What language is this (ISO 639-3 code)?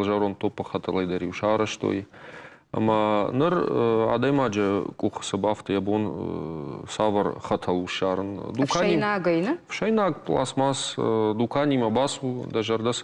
oss